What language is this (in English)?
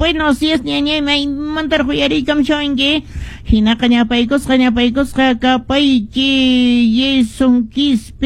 Quechua